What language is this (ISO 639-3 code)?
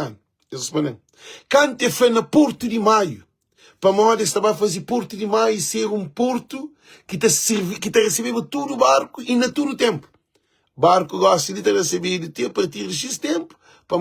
kea